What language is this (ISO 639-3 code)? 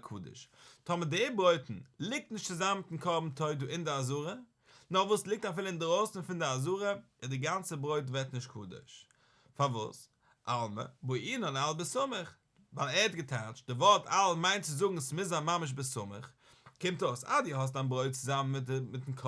yid